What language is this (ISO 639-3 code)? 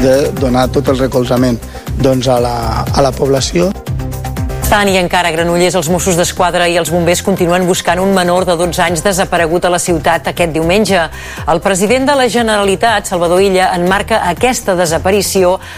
cat